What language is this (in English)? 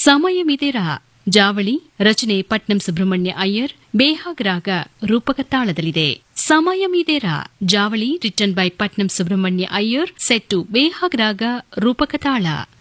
Kannada